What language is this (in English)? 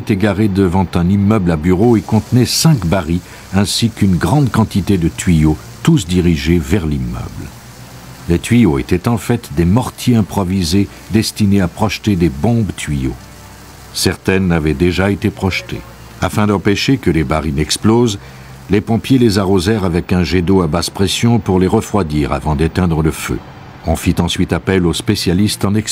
French